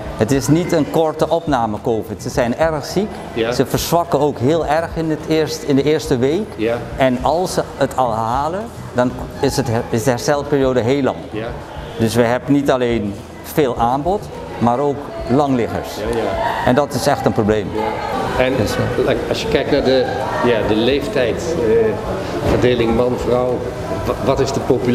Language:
Dutch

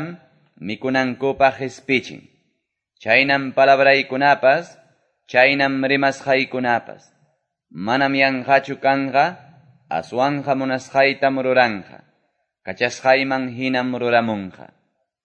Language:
Ayacucho Quechua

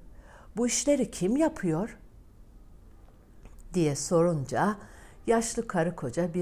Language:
Turkish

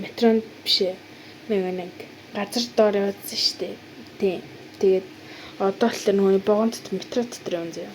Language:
Mongolian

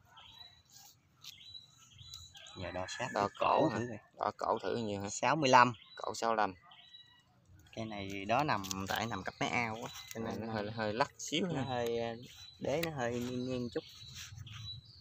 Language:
Vietnamese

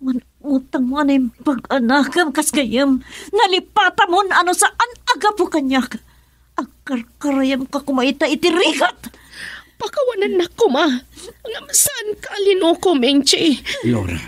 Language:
Iloko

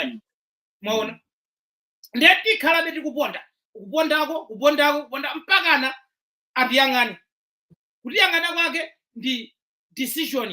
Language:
Nyanja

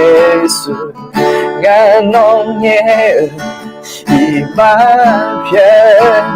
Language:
Akha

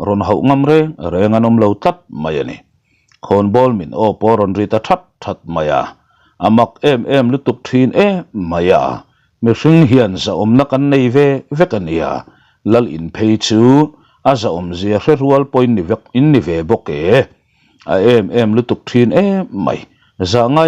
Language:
Mizo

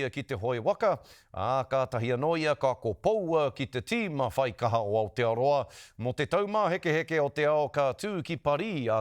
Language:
Māori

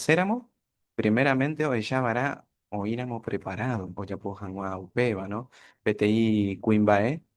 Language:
Guarani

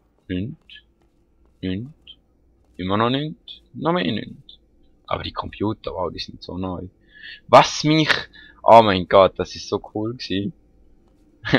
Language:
Swiss German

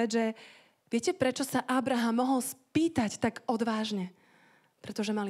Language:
Slovak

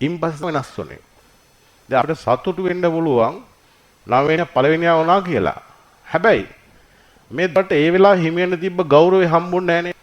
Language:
Sinhala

